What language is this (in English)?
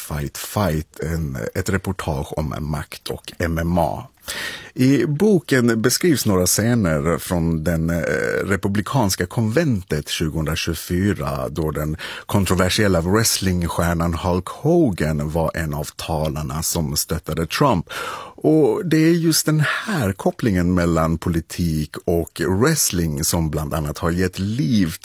Swedish